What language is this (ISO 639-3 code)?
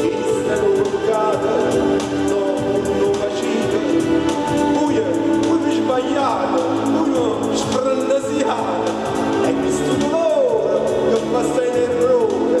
nap